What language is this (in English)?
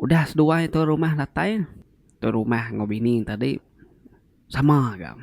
Iban